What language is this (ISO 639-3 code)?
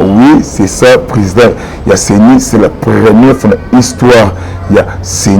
lin